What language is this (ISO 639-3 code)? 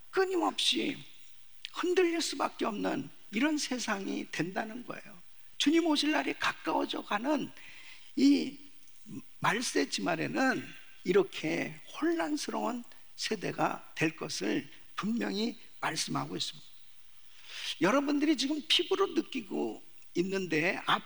kor